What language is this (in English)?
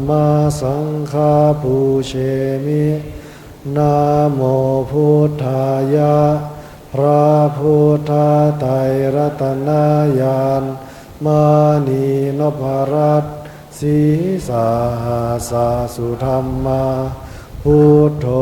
Pali